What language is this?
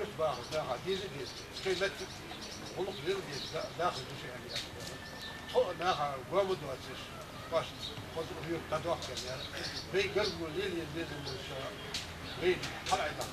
Ingush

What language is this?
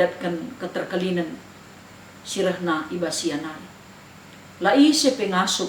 Batak Karo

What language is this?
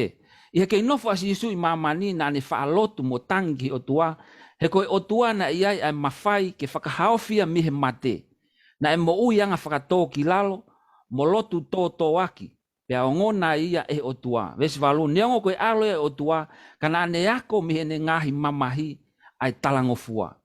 Tongan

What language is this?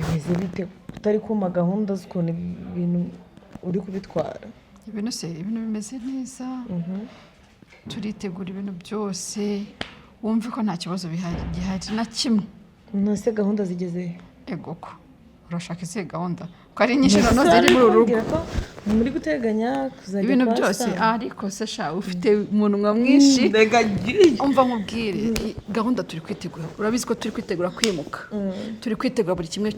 Kinyarwanda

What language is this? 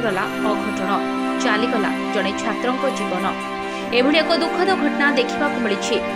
Odia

